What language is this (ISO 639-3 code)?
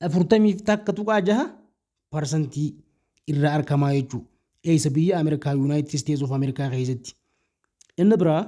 orm